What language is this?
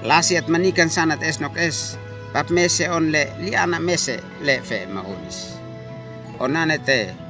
Uab Meto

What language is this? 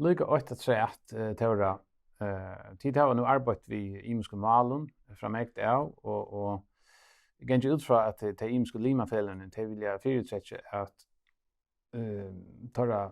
Faroese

